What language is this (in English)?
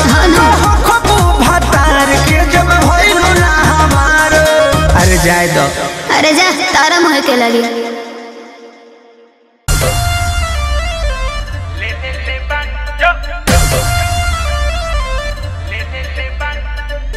Bhojpuri